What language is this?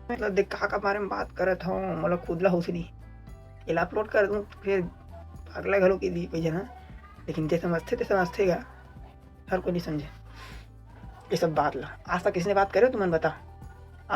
Chhattisgarhi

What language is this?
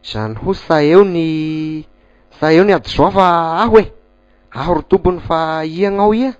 Malagasy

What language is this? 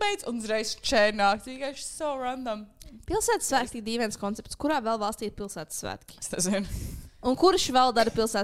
Latvian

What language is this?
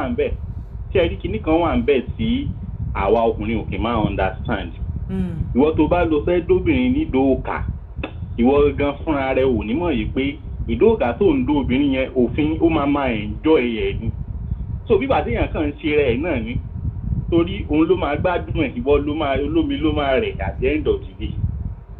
Yoruba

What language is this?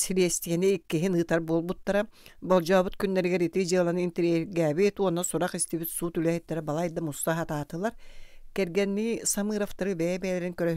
Yakut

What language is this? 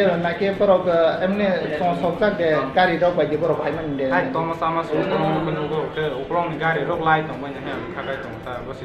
Riang (India)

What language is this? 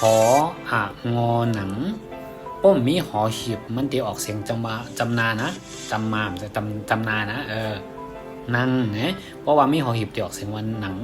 Shan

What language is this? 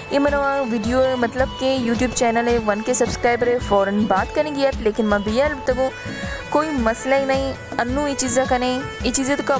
Baluchi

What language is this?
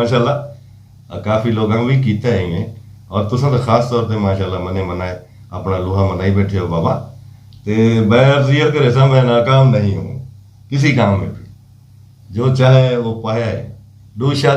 Saraiki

